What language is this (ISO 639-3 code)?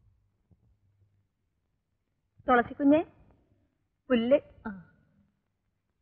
mal